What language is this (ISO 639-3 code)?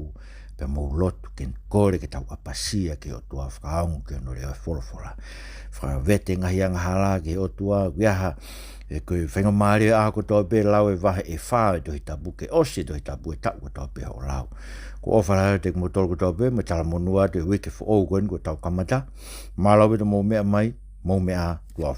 ton